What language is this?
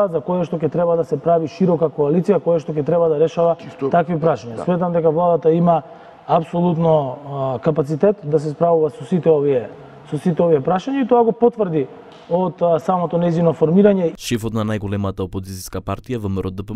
Macedonian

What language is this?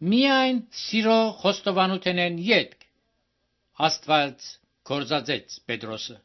Armenian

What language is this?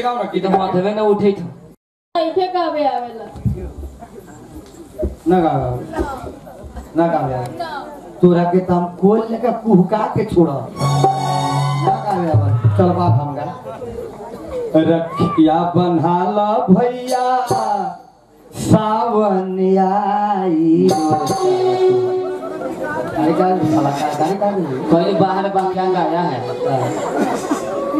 Bhojpuri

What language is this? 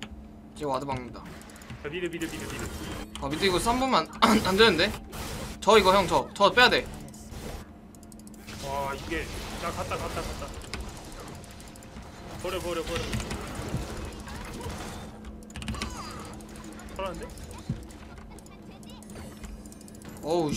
Korean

